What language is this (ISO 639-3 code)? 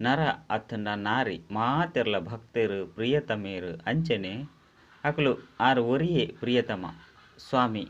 tcy